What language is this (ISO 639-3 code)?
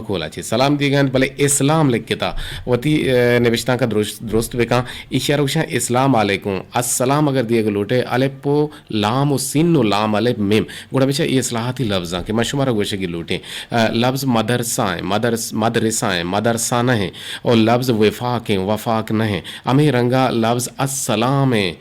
bgp